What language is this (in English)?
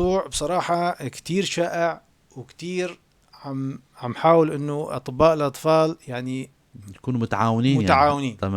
North Levantine Arabic